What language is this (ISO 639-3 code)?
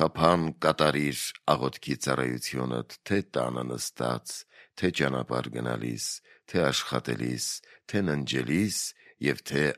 hye